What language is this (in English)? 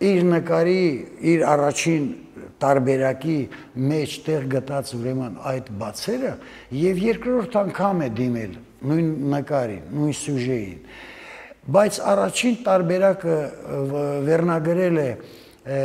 Armenian